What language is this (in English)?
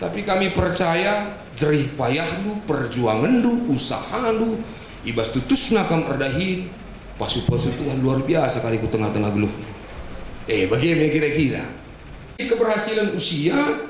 Batak Karo